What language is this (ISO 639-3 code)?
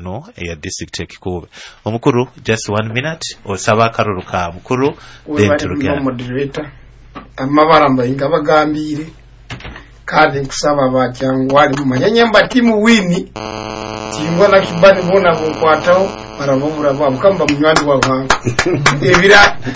nyo